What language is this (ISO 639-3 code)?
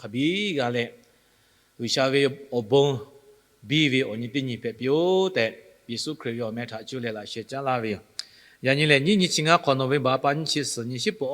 lhu